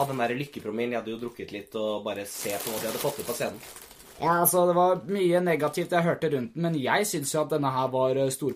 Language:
Norwegian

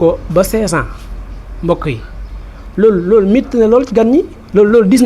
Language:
Wolof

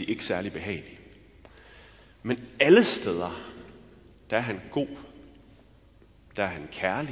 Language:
Danish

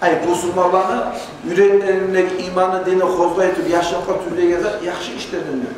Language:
Kumyk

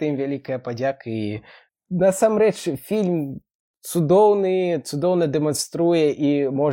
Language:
Belarusian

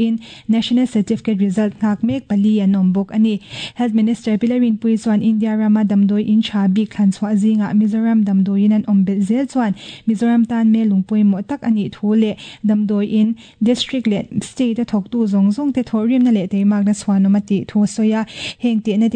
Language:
Mizo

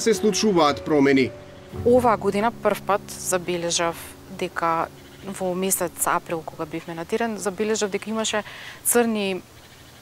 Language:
Macedonian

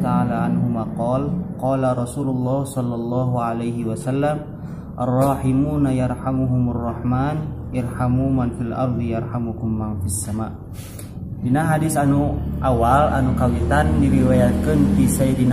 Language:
Sundanese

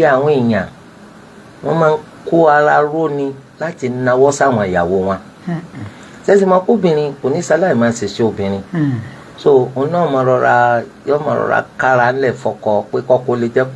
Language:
Yoruba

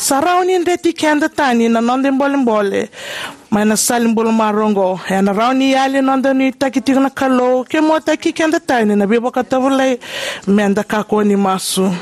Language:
Fijian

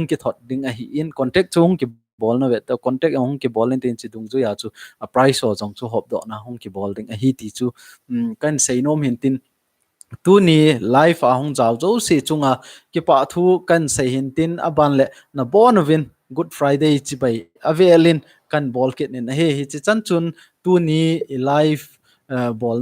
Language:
Thado Chin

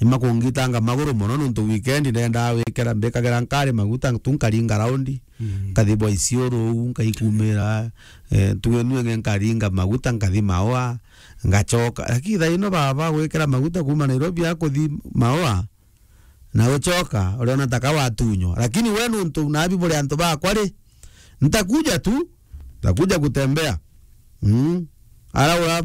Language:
Meru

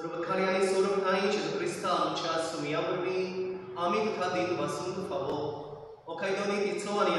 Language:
Konkani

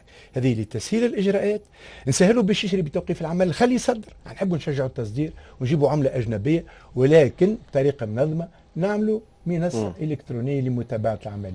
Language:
Tunisian Arabic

